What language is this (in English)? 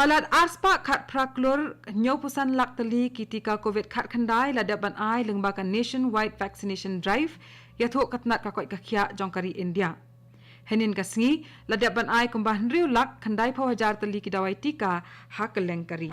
Khasi